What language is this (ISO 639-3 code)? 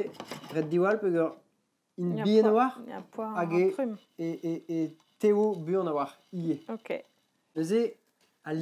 bre